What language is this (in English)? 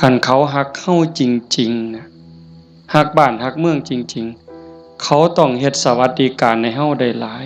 Northeastern Thai